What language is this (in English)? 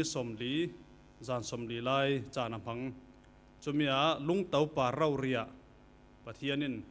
Falam Chin